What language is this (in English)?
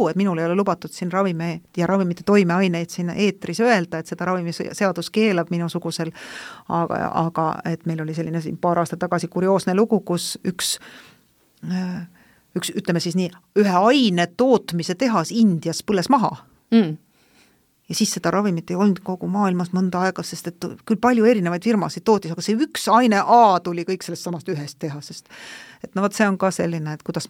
Estonian